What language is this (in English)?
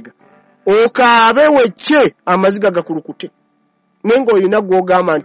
Ganda